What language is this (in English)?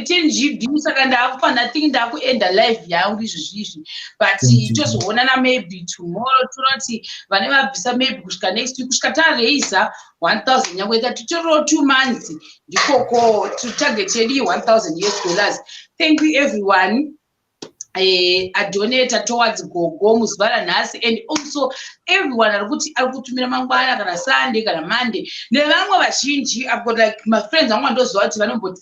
Shona